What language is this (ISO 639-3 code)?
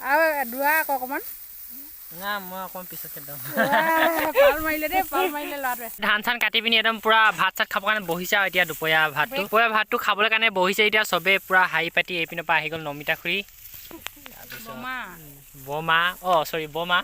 asm